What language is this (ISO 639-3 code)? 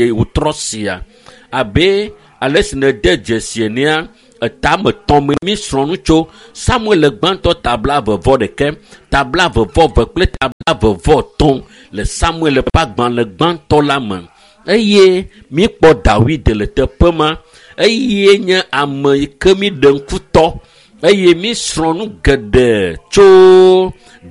ewe